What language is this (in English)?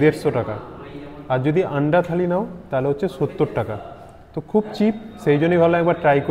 Bangla